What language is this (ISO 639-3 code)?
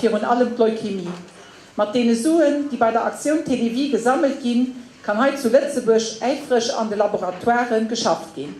ltz